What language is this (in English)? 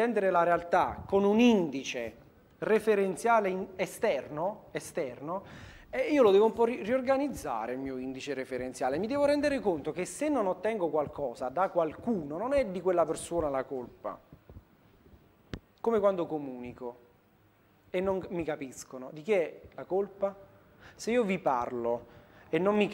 Italian